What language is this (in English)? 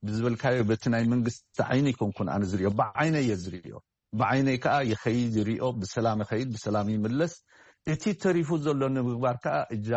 Tigrinya